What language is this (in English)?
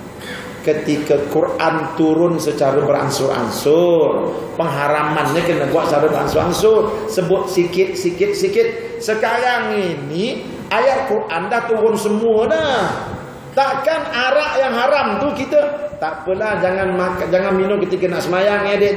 Malay